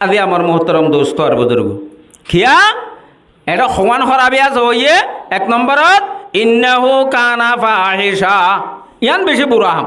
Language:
Rohingya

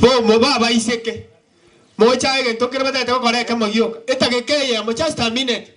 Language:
Gusii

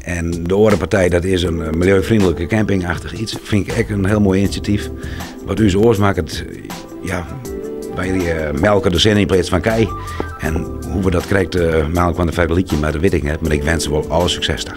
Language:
Western Frisian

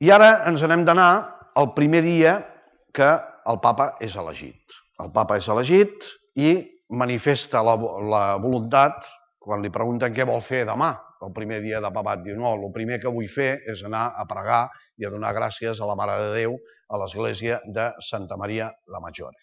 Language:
Catalan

